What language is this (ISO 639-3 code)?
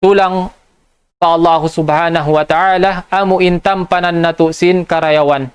tsg